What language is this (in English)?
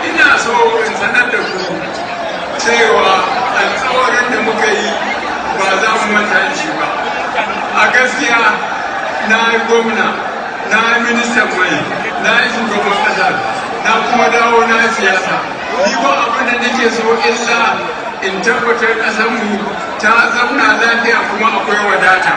Hausa